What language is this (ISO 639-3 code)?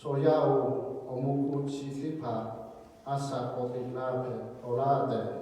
lhu